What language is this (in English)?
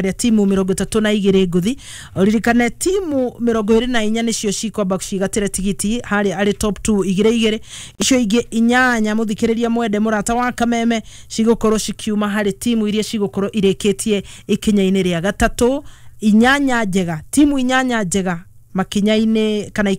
Kikuyu